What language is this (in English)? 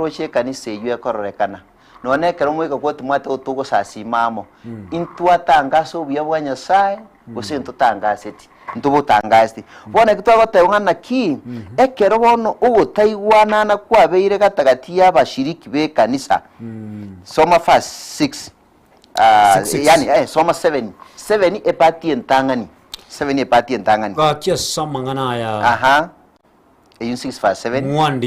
Gusii